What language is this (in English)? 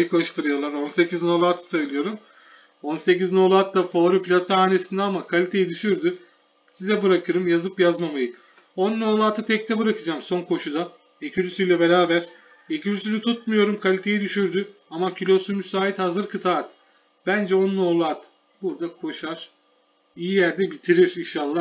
Turkish